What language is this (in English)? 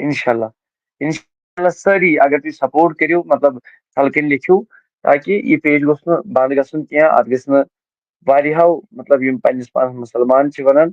Kashmiri